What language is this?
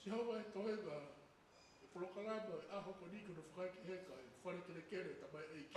Tongan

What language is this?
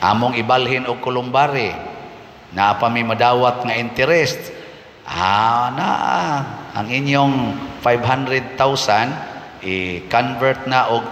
Cebuano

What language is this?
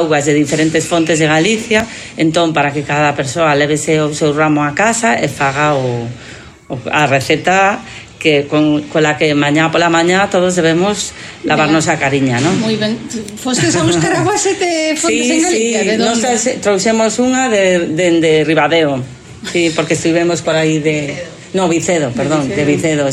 Galician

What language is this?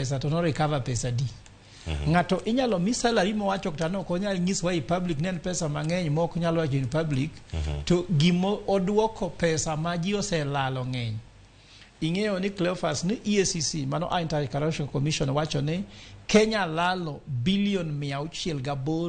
Luo (Kenya and Tanzania)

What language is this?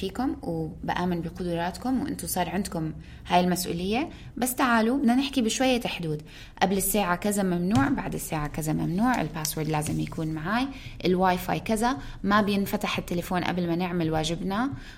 North Levantine Arabic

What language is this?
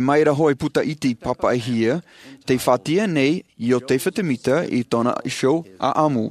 Tahitian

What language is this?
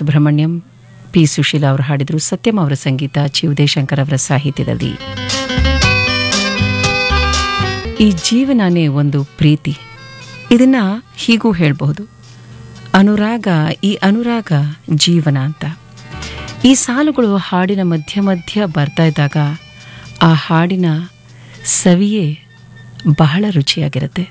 Kannada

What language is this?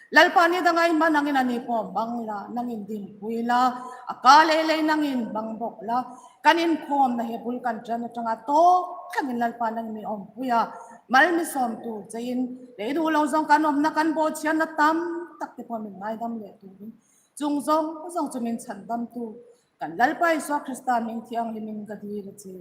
Hmar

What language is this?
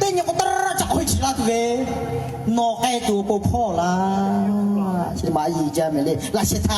Lahu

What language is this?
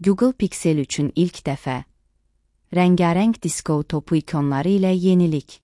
Azerbaijani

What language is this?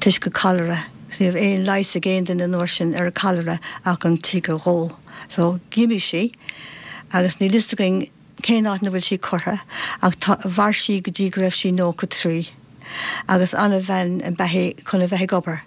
Irish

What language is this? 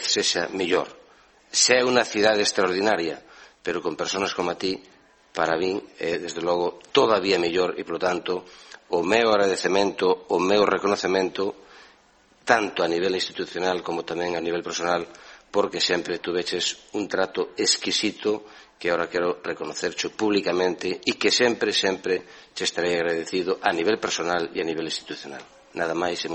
Galician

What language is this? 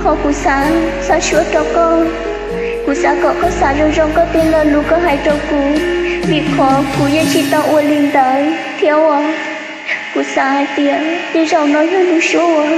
Hmong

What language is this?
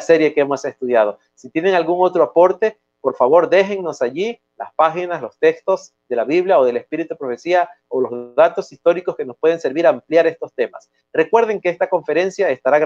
Spanish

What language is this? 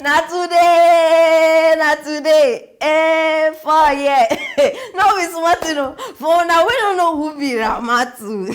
Nigerian Pidgin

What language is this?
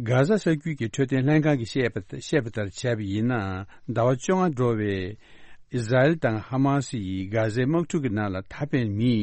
Tibetan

